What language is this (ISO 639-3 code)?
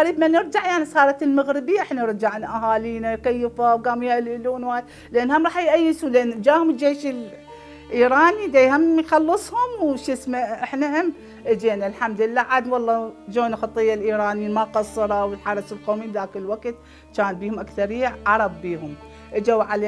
acm